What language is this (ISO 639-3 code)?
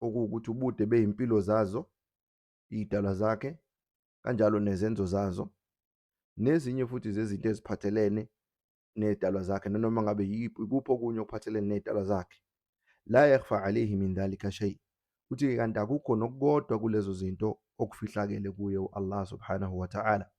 zul